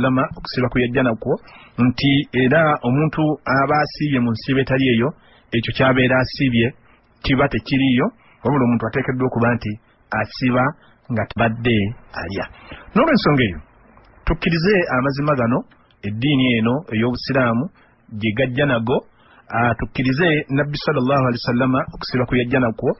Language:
Ganda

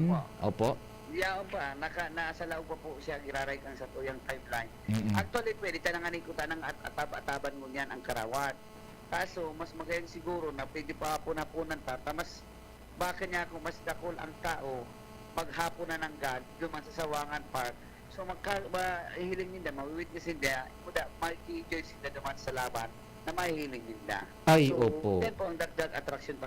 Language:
Bikol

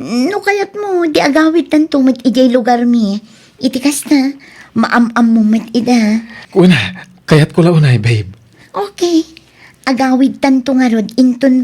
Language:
Iloko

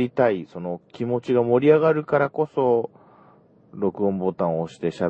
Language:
Japanese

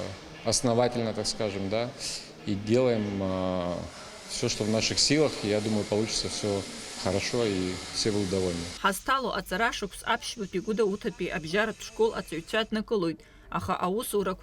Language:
Abkhazian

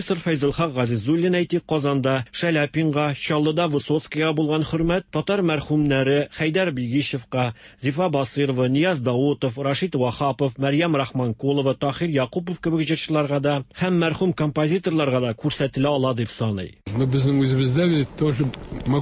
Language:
Tatar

